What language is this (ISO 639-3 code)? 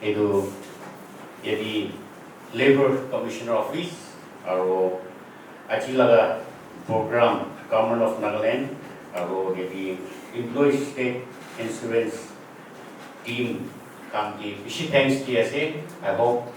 nag